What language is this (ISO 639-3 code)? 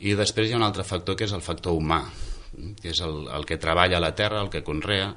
cat